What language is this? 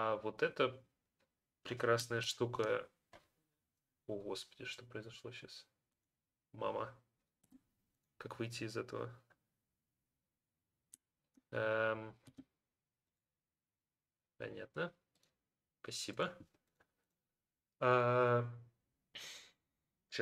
Russian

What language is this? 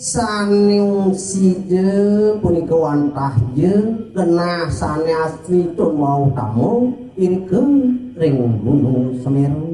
Balinese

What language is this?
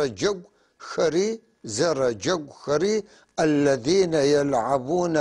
North Levantine Arabic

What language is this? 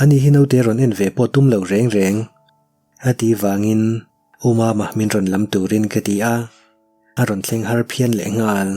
Mizo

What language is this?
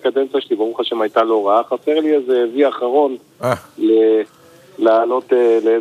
Hebrew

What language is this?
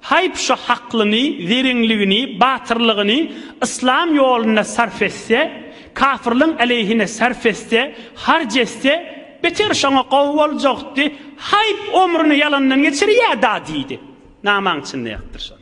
Turkmen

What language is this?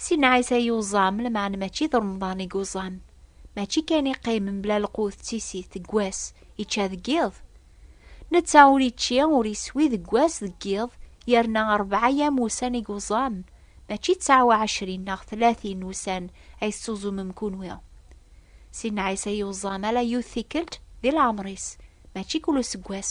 Kabyle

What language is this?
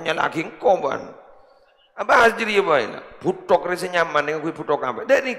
Madurese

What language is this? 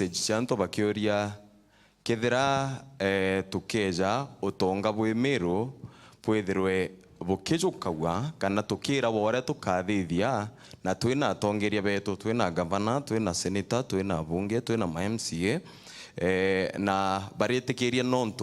Meru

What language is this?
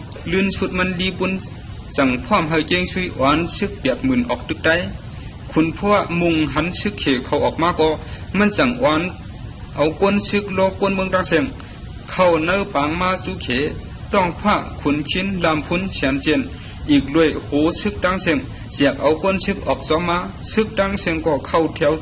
Shan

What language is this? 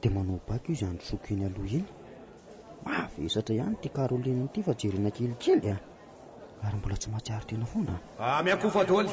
Malagasy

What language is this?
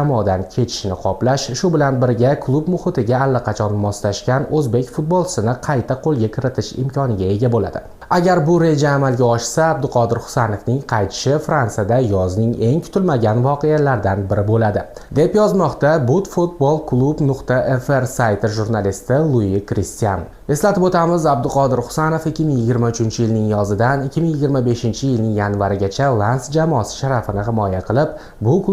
Uzbek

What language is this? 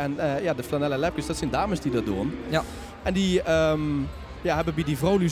Limburgish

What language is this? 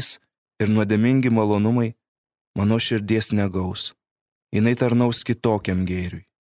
Lithuanian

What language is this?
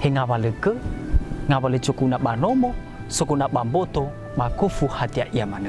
Nias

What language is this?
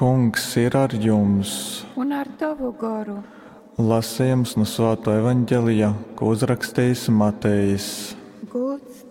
Latgalian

